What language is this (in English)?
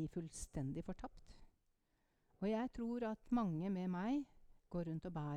Norwegian